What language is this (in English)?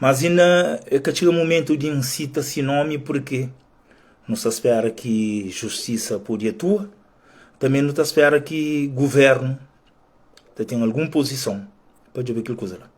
Kabuverdianu